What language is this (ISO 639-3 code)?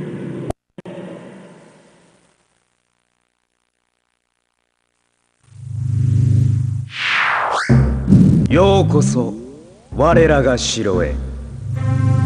jpn